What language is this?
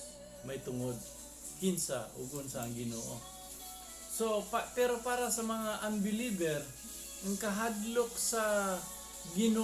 Cebuano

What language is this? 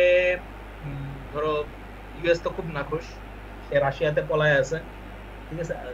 Bangla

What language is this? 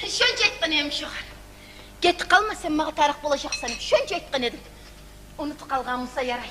Kumyk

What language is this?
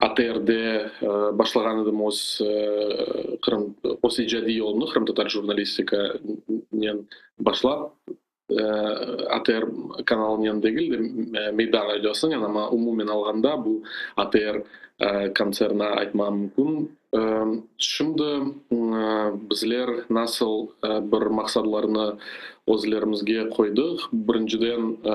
Crimean Tatar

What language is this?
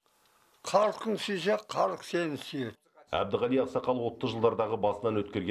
Kazakh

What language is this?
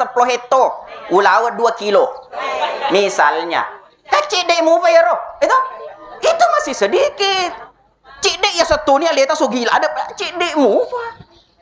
Buginese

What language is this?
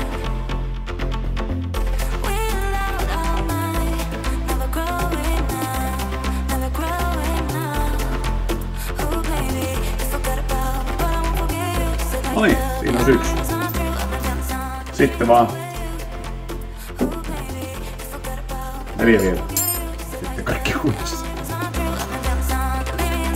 Finnish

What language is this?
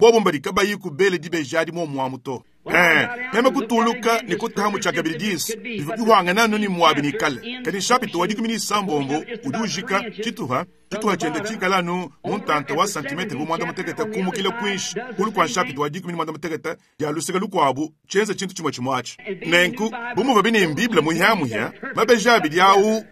Luba-Lulua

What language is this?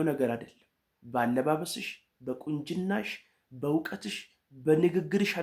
Amharic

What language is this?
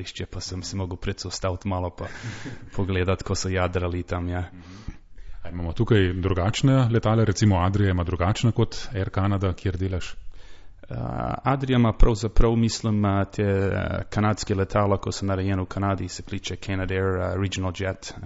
Slovenian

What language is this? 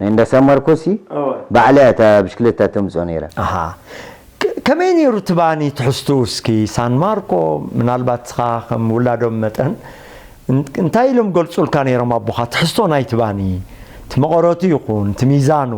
Tigrinya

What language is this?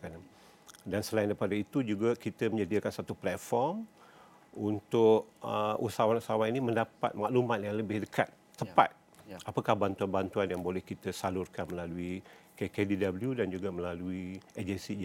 Malay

